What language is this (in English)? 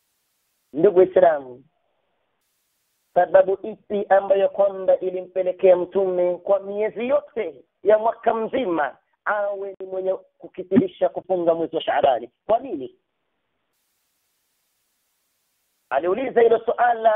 Swahili